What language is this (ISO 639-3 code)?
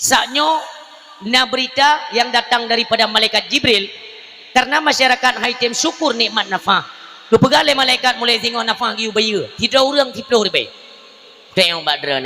ace